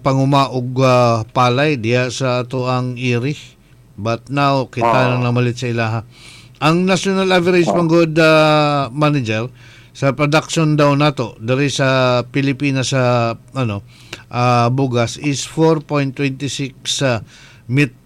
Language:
Cebuano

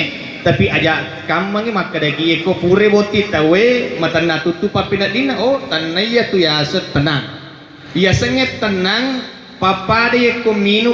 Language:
Buginese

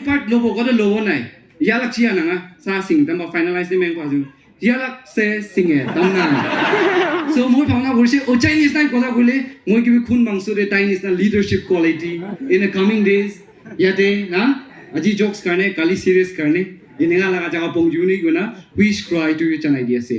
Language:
Naga Pidgin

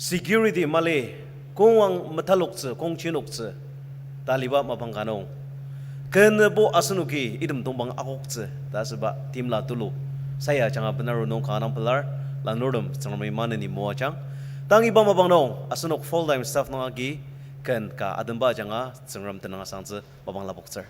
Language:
Ao Naga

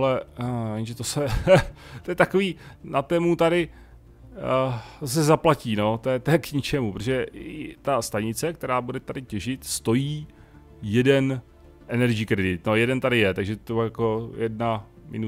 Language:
Czech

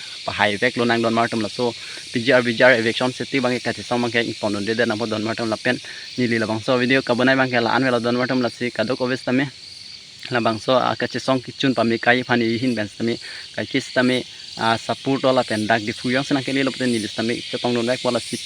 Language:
Karbi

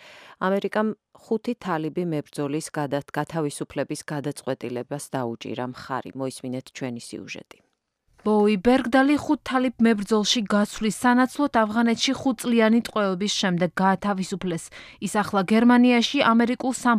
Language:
Georgian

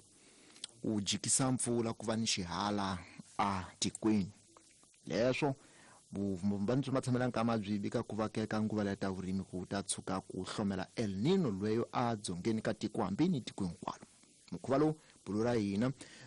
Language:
Tsonga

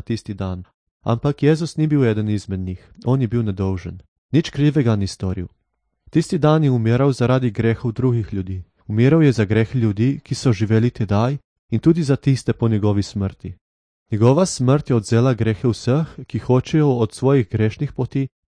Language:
Slovenian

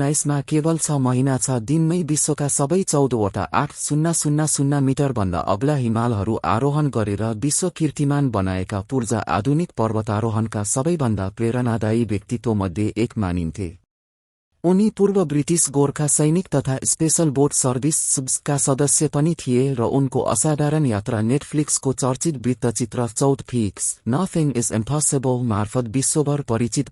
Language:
Nepali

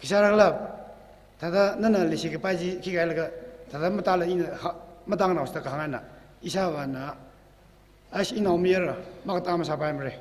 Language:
Tangkhul Naga (India)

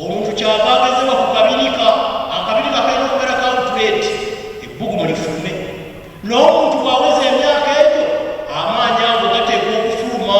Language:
Ganda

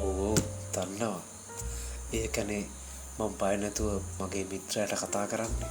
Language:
Sinhala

